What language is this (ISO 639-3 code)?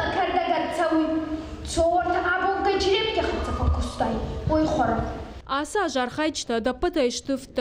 oss